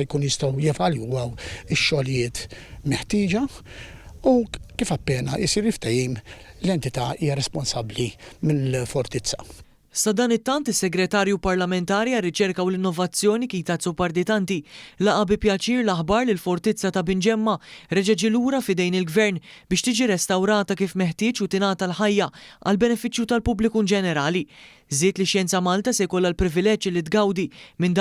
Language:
Maltese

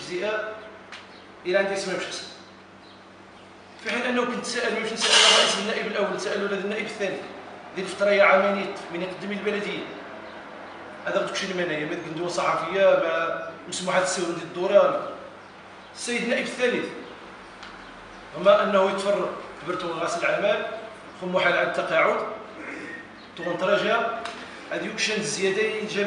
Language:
Moroccan Arabic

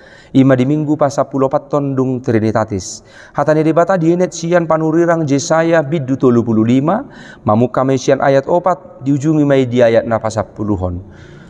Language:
Batak Toba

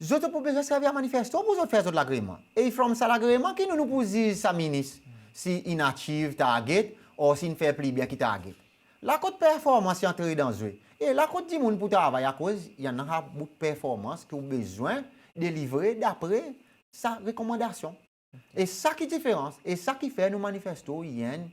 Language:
Seselwa Creole French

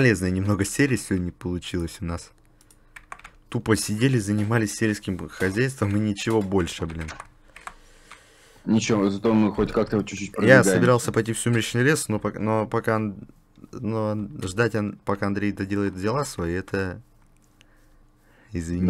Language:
Russian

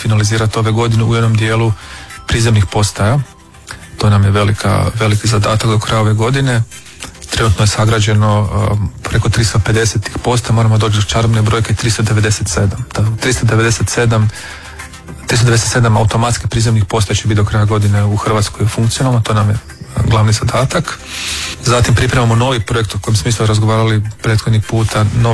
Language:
Croatian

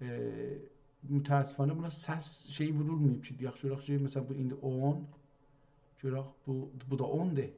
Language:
South Azerbaijani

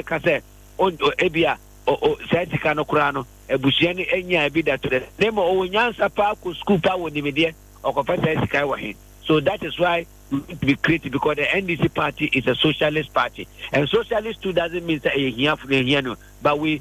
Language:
Akan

